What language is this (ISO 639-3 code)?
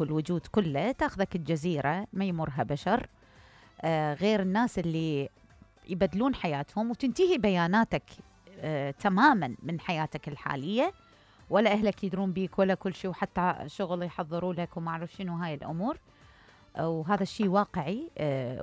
acm